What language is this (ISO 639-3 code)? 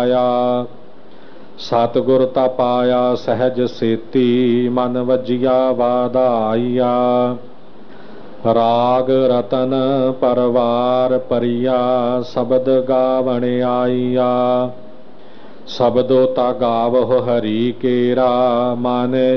pan